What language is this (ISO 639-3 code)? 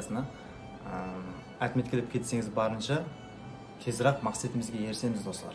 kaa